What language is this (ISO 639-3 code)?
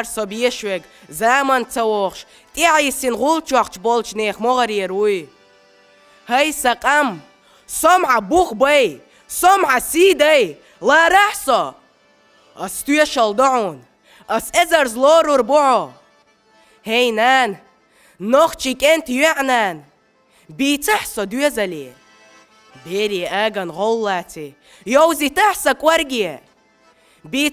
che